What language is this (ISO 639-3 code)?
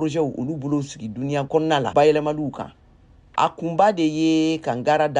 bam